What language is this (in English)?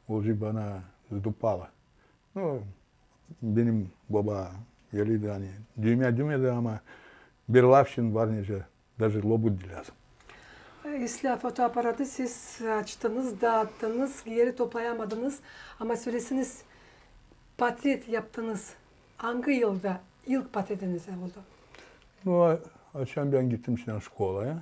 Gagauz